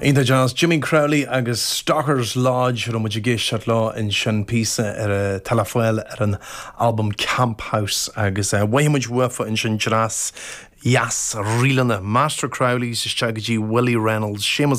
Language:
Irish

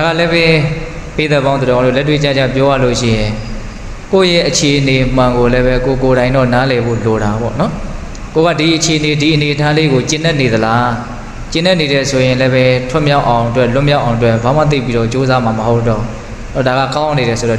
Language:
Burmese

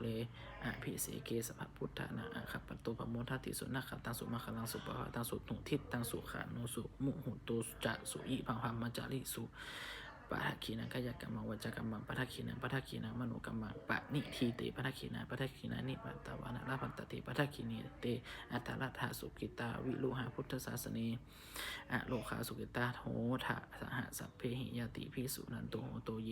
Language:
Pali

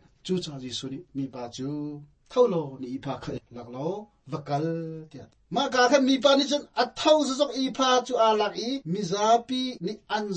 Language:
Hakha Chin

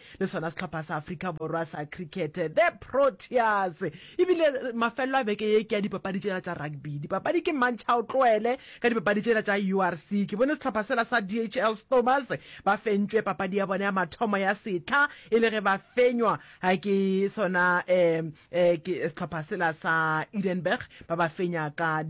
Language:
Northern Sotho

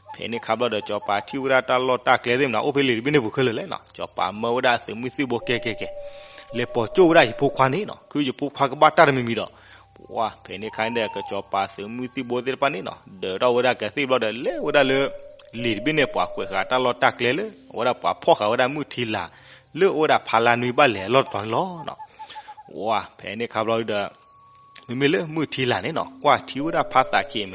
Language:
S'gaw Karen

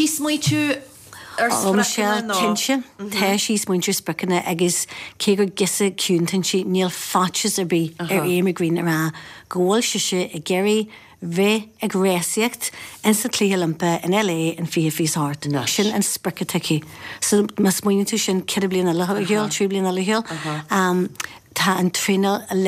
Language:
Irish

